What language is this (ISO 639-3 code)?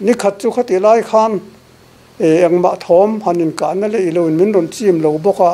lus